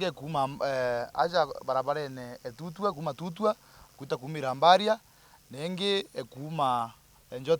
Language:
Meru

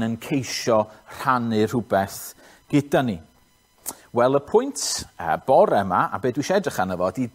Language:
Welsh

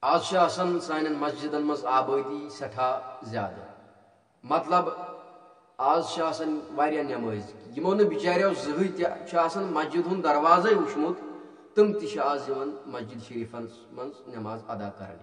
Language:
Kashmiri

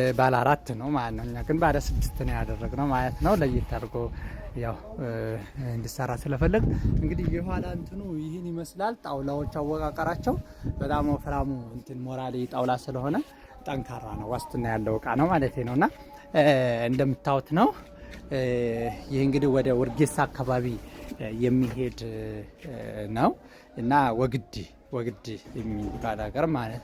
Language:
Amharic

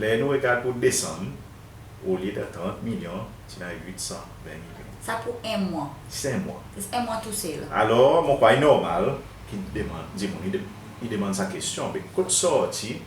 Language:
Seselwa Creole French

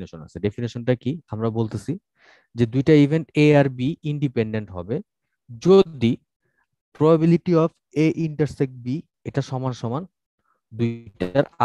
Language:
Bangla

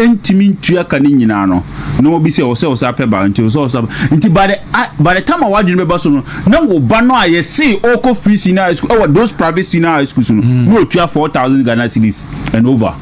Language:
Akan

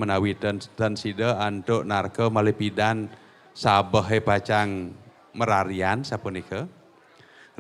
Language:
Balinese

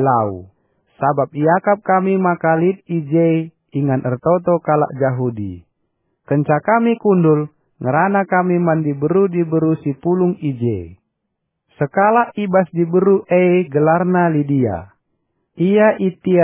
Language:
Batak Karo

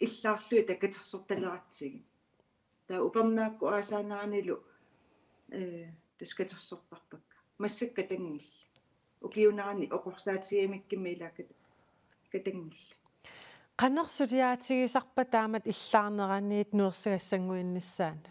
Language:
Kalaallisut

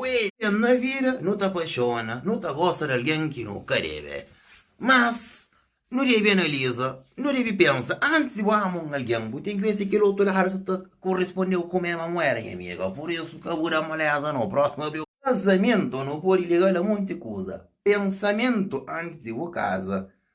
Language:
Kabuverdianu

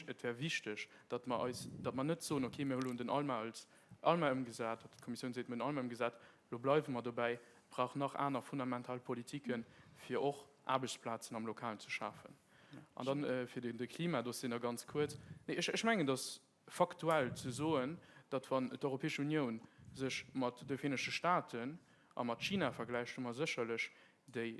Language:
Luxembourgish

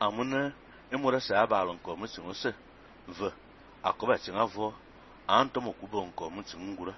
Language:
Fang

